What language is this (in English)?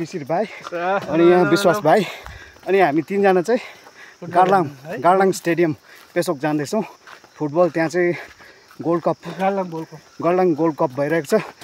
Nepali